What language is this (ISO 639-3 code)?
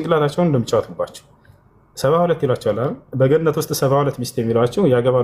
amh